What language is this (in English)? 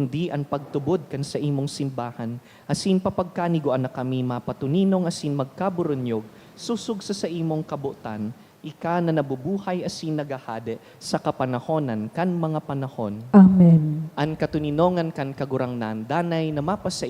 Bikol